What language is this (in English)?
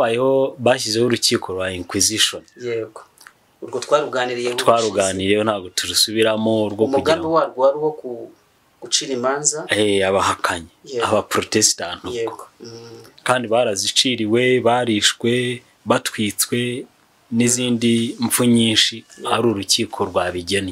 Kinyarwanda